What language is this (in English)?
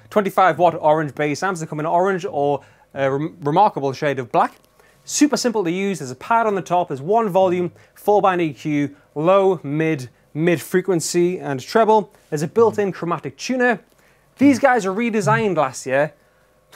English